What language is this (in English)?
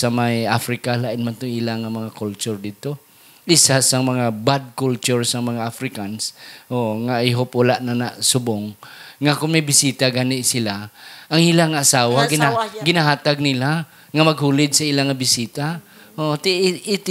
Hiligaynon